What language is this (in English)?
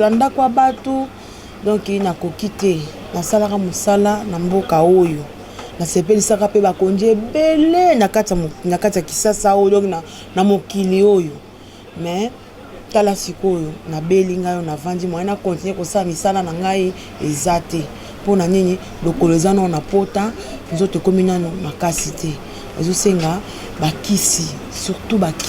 Lingala